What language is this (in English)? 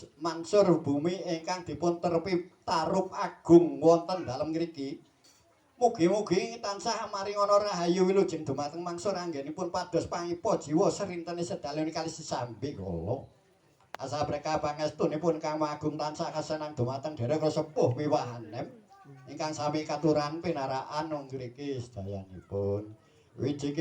Javanese